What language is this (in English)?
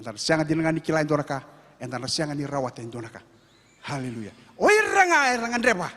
Fijian